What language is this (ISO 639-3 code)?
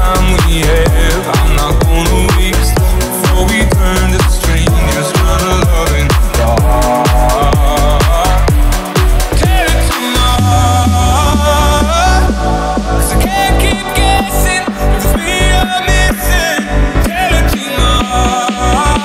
eng